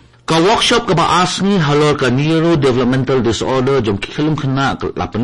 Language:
Khasi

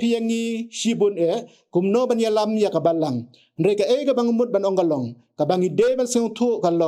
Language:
Khasi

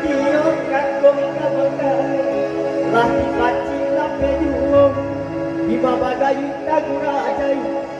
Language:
Minangkabau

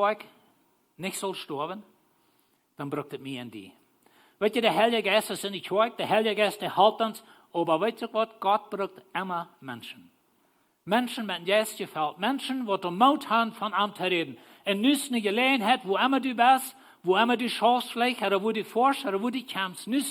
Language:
Plautdietsch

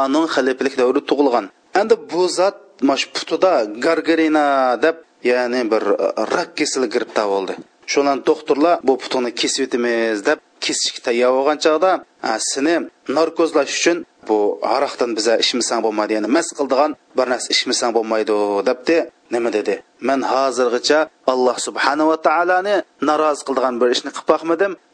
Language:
Uyghur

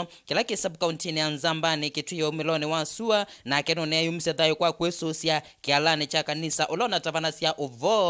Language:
Kamba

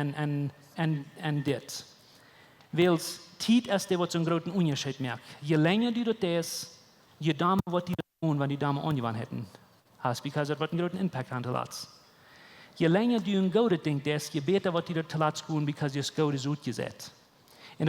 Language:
Plautdietsch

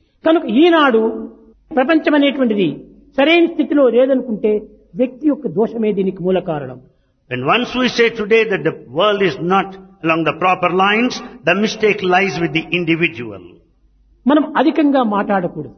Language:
Telugu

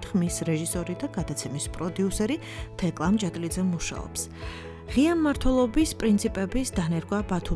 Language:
Georgian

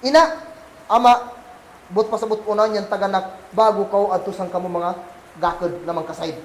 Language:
Kagan Kalagan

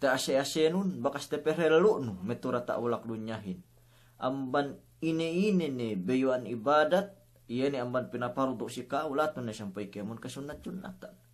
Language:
Yakan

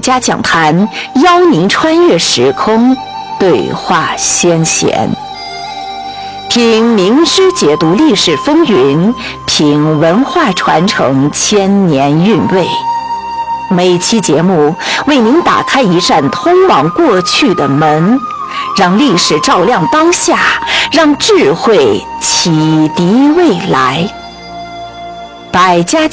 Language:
Chinese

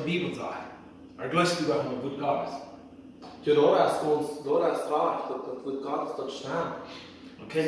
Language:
Plautdietsch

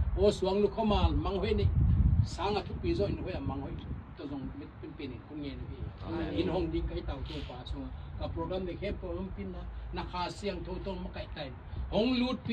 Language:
Tedim Chin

